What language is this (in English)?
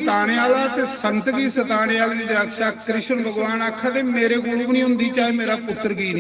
Dogri